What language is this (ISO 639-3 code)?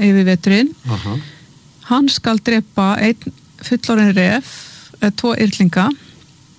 isl